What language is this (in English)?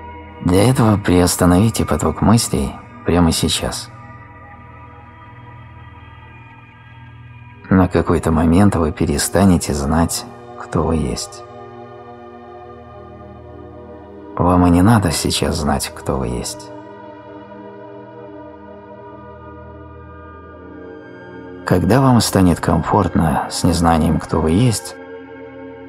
Russian